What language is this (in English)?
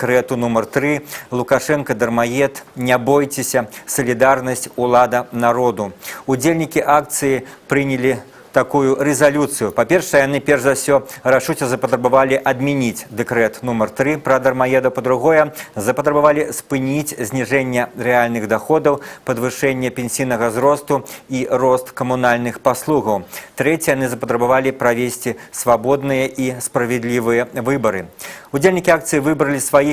Belarusian